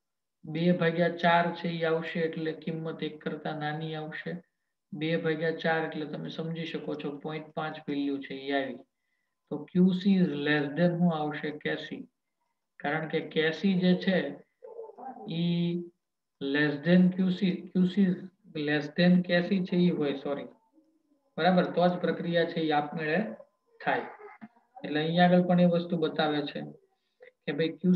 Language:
Gujarati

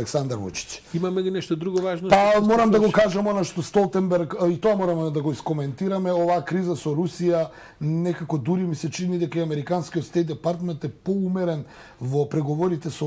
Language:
Macedonian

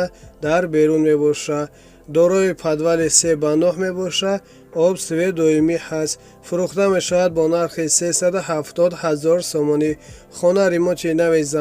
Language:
Tajik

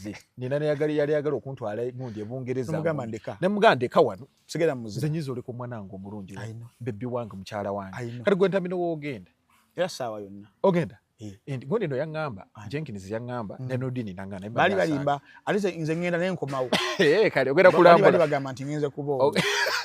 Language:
Ganda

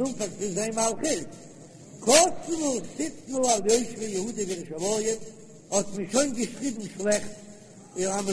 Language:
Yiddish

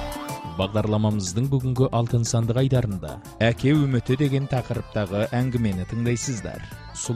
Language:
Kazakh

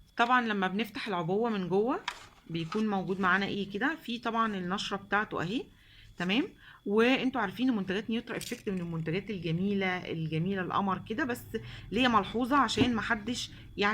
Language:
Egyptian Arabic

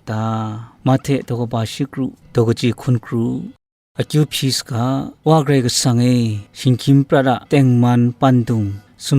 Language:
Kachin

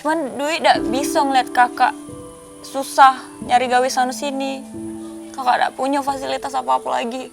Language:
Musi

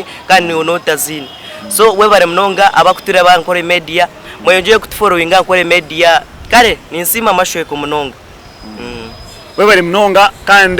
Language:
Nyankole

